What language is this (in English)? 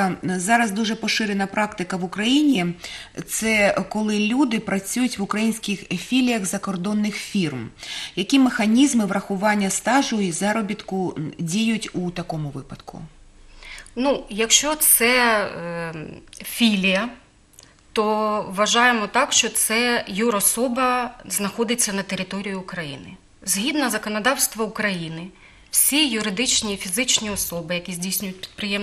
Ukrainian